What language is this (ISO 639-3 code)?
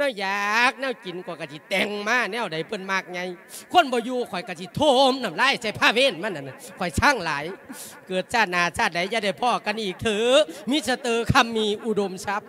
lao